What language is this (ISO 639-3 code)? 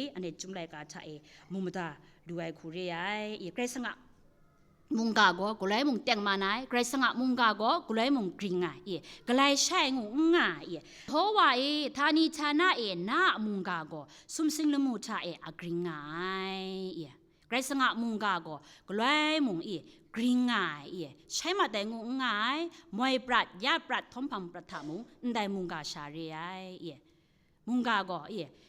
kac